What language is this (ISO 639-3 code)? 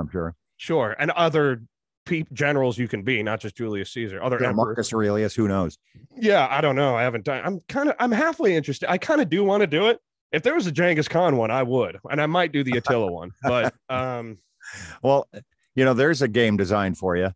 eng